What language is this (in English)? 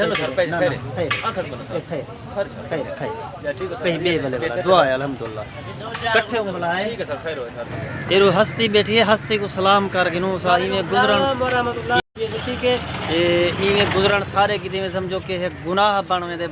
Saraiki